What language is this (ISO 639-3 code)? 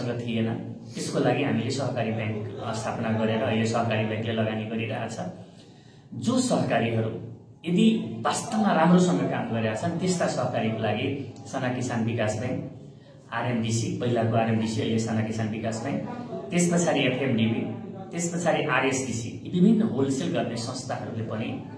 nep